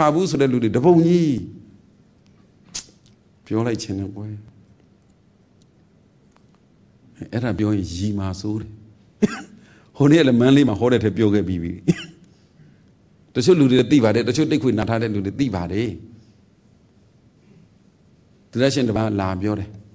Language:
Burmese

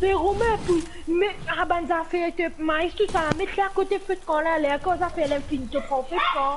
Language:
Morisyen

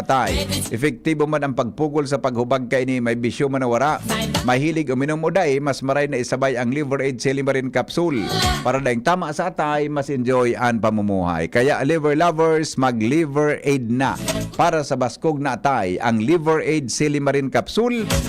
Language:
Bikol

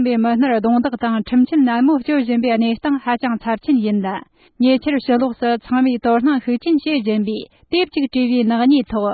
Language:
Tibetan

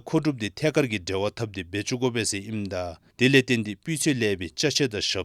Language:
Dzongkha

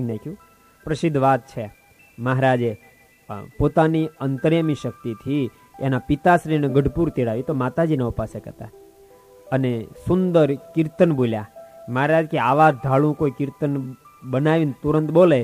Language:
Gujarati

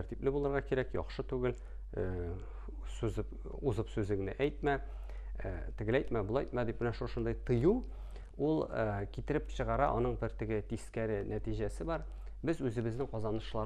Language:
Tatar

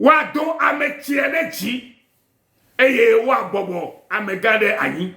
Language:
Ewe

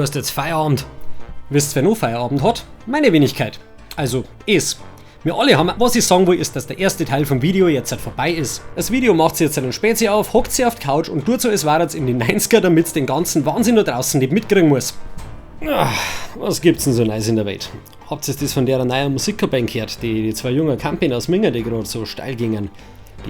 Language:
Bavarian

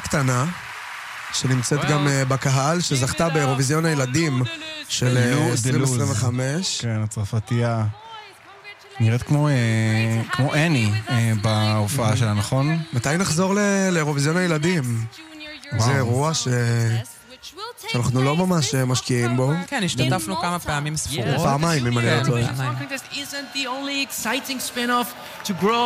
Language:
Hebrew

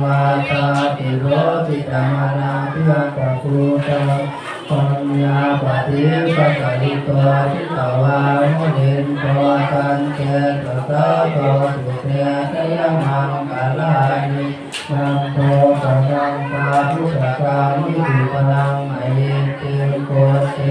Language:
Pali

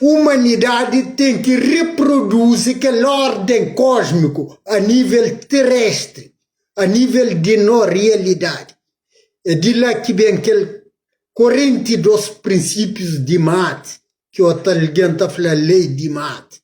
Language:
Kabuverdianu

